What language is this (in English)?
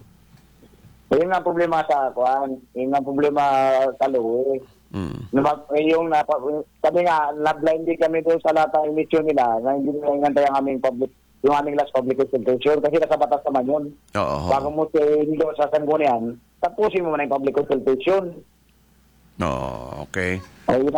Filipino